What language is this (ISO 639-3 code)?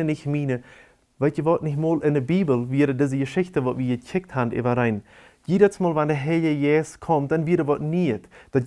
pdt